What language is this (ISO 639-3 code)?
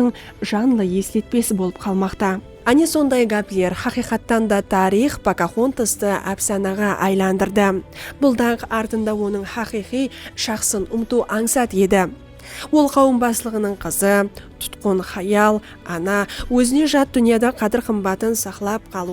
kaa